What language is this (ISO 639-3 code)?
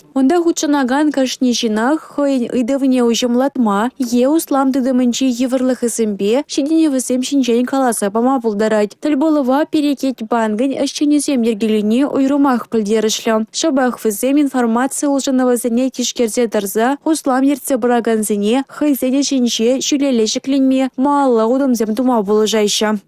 chv